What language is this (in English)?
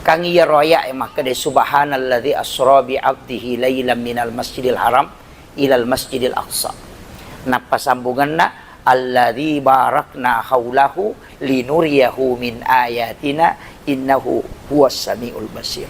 Buginese